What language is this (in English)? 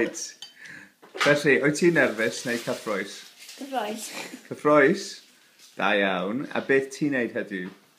Welsh